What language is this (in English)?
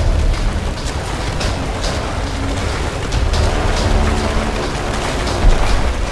Russian